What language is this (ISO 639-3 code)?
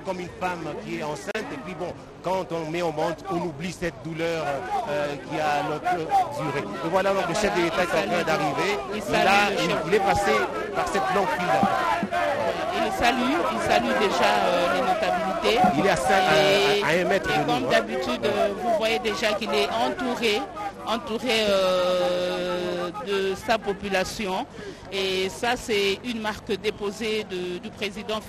fra